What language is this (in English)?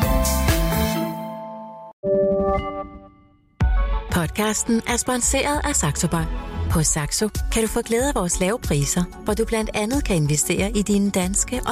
Danish